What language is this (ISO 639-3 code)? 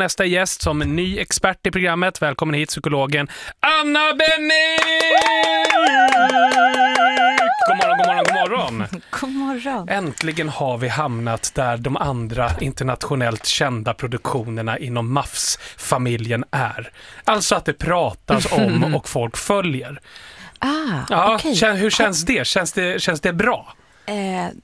swe